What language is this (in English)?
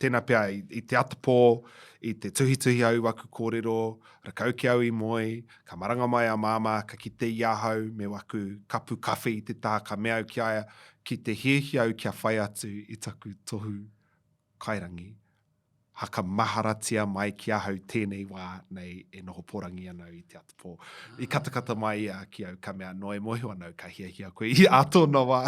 Māori